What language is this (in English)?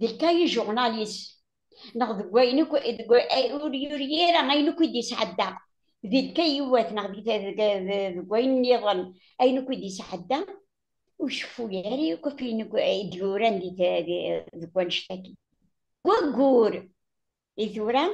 Kabyle